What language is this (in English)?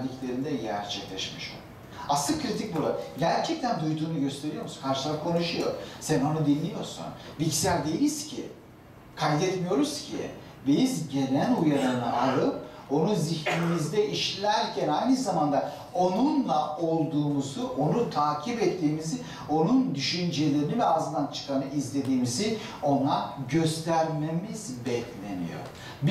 Turkish